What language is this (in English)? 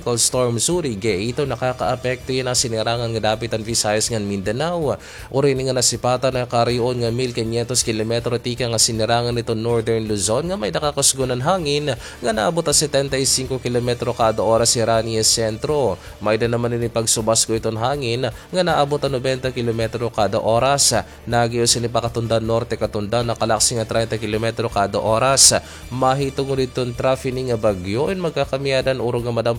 Waray